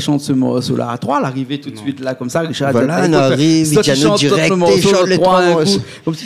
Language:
Réunion Creole French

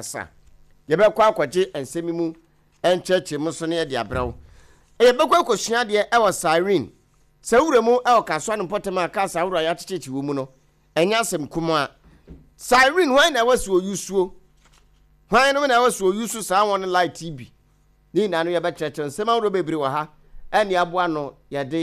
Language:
Akan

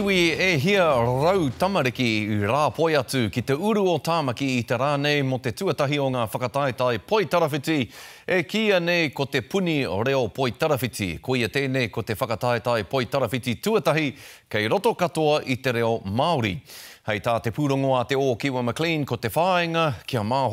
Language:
Māori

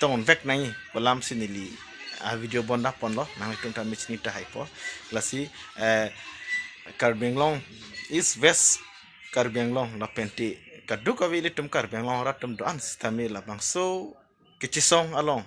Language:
Karbi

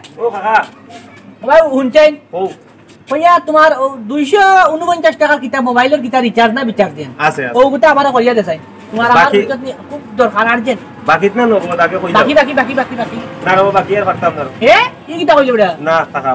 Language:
Sylheti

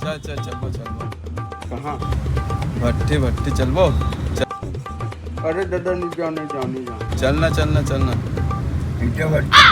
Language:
Chhattisgarhi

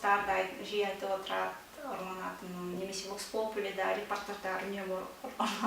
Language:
Kazakh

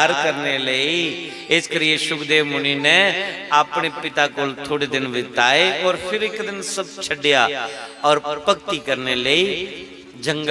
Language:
Dogri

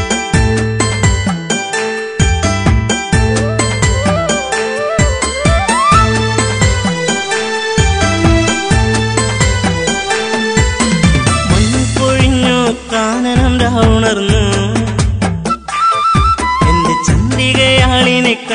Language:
Malayalam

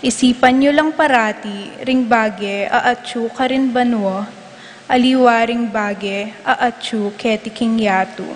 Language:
Pampanga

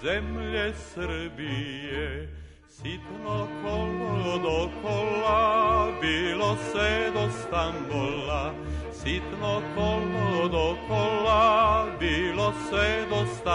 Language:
Serbian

